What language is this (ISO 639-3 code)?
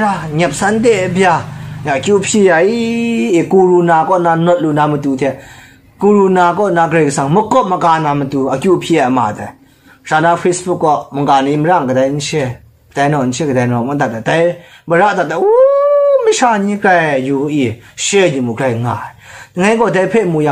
kac